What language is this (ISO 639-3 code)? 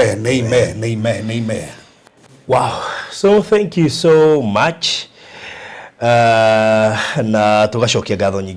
kik